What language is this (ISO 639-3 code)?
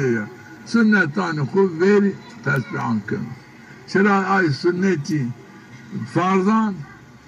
zza